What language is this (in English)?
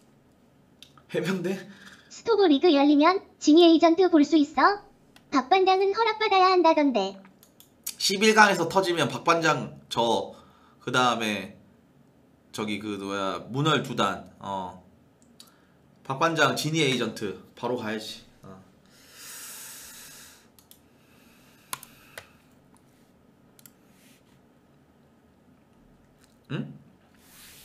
Korean